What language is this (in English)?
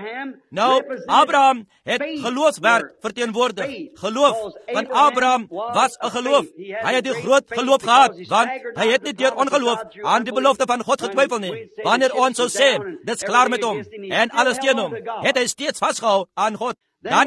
Afrikaans